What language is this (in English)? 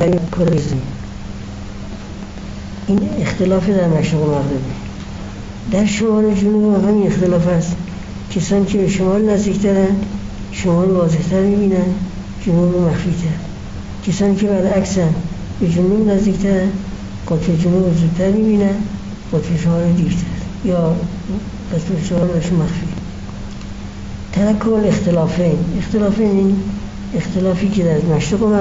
Persian